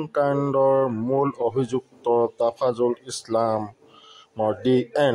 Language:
Assamese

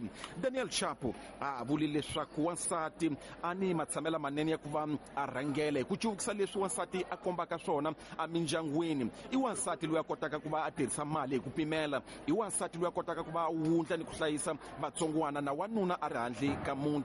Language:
Tsonga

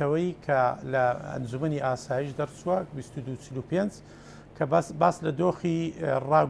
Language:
Central Kurdish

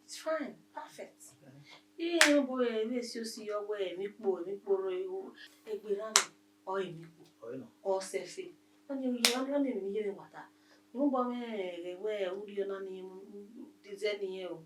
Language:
Bini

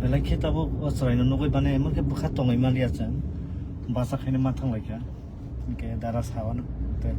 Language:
Kok Borok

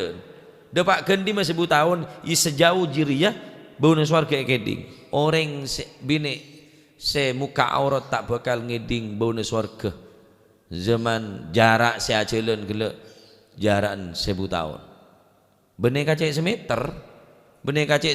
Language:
Madurese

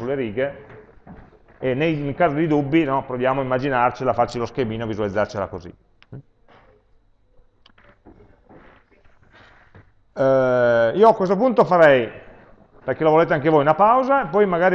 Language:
Italian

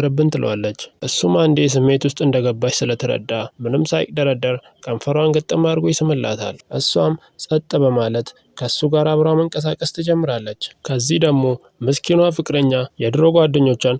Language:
Amharic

